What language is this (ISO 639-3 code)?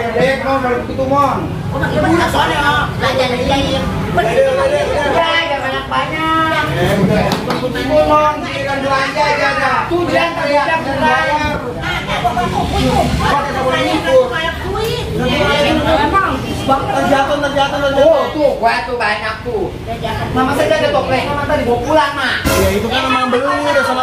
bew